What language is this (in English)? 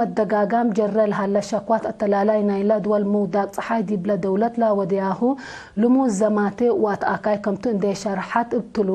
Tigre